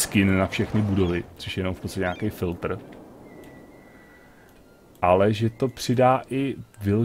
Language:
Czech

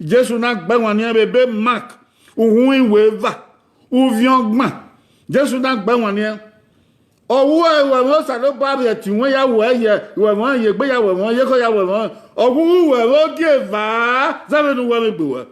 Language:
Bini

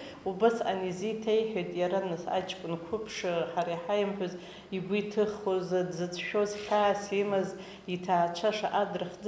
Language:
Abkhazian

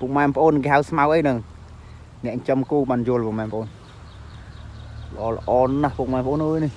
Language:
Khmer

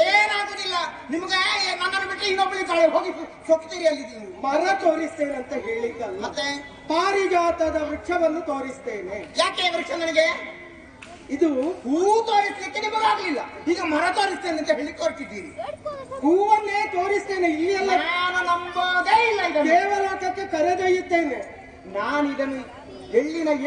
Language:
Kannada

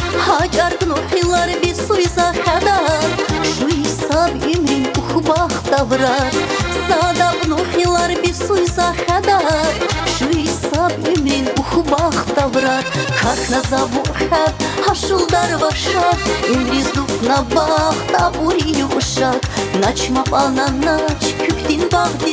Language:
Tabassaran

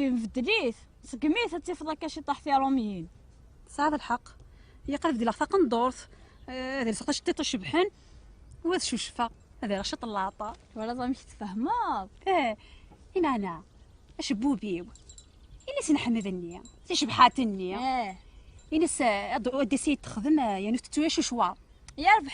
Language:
Kabyle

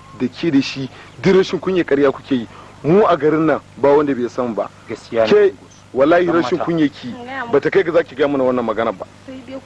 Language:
Hausa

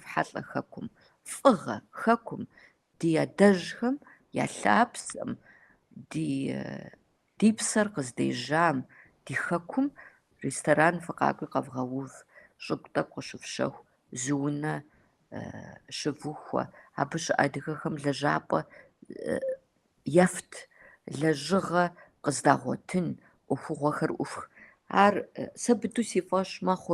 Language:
Kabardian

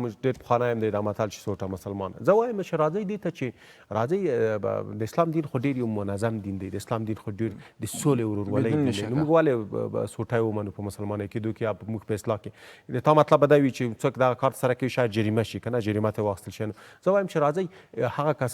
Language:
Pashto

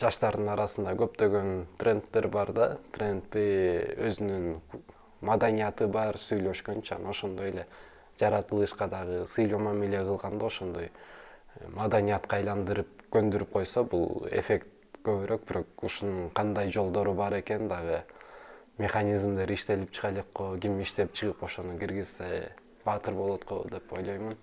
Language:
Kyrgyz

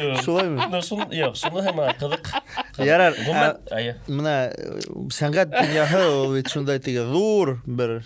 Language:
Bashkir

